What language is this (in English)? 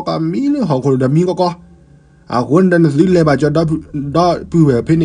S'gaw Karen